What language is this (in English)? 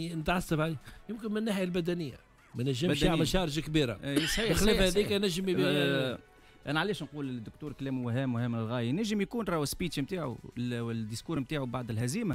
Tunisian Arabic